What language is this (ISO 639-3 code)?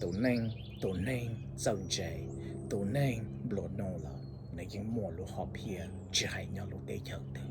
hmn